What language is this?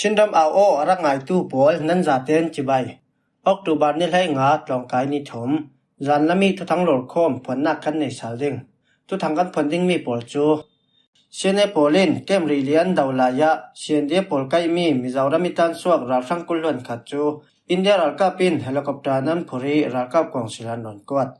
Falam Chin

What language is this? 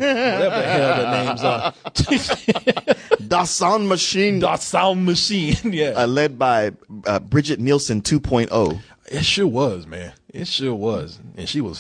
English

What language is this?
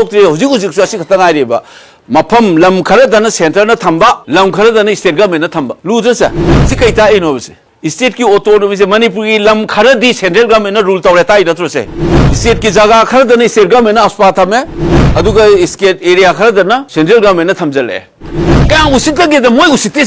Manipuri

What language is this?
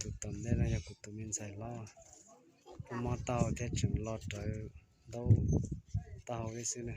Hmong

